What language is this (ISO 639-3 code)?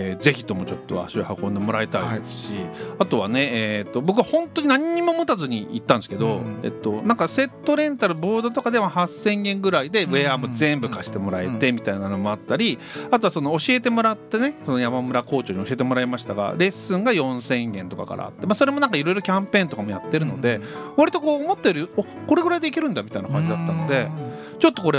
jpn